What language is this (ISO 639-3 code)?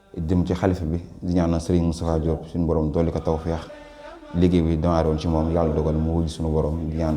wol